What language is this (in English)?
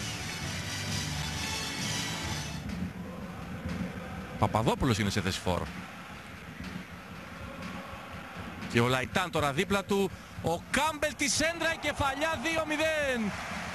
Greek